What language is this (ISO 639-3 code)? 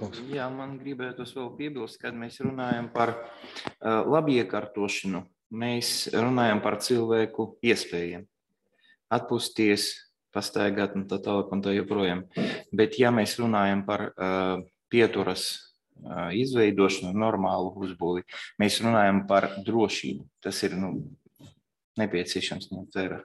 lav